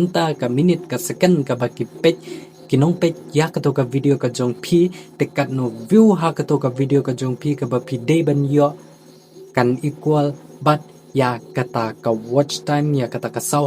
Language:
Khasi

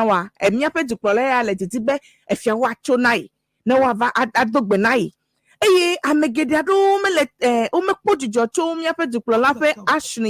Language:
Ewe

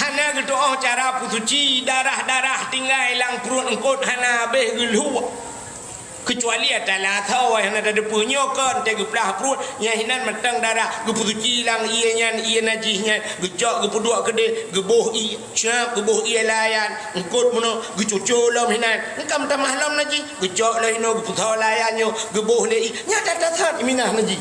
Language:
Achinese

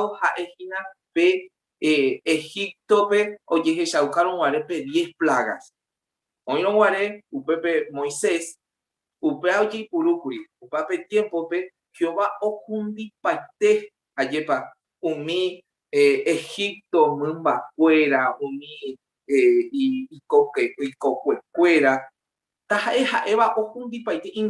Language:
Guarani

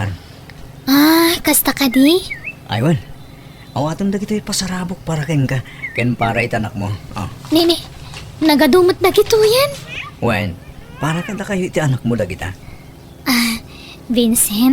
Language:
Iloko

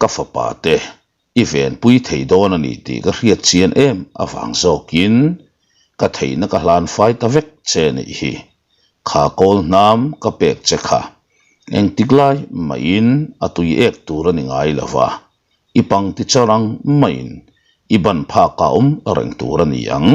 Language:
Mizo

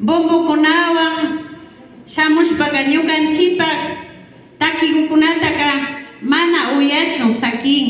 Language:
Imbabura Highland Quichua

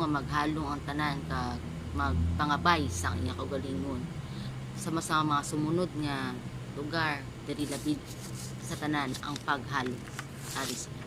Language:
Hiligaynon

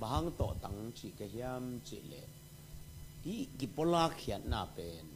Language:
Tedim Chin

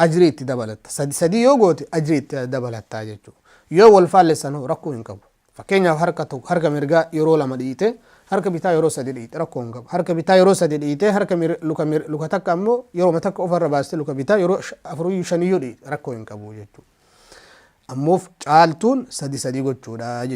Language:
Oromo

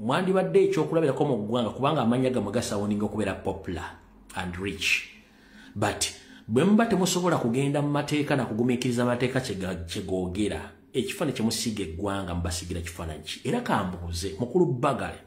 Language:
Ganda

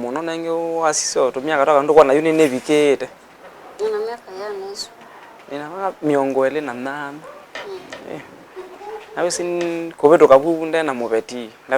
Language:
Kamba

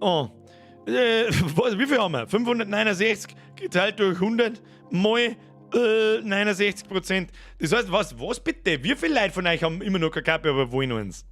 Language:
Bavarian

